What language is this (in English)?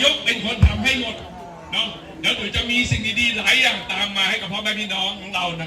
Lahu